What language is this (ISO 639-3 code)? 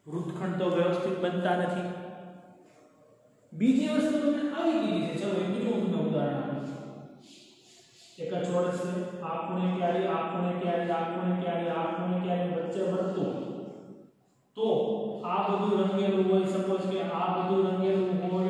guj